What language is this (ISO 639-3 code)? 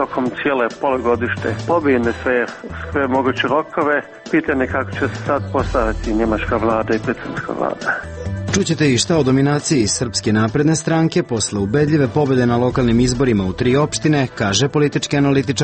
srp